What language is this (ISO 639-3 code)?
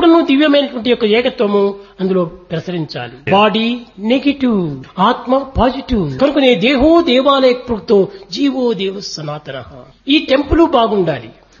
tel